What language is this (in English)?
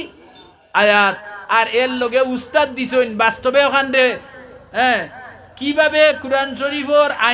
Sylheti